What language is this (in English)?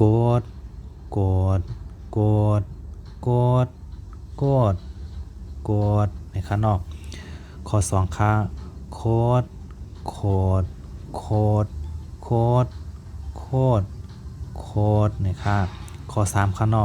Shan